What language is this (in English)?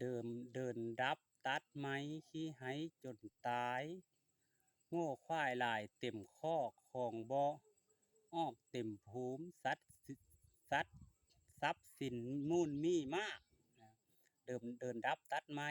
Lao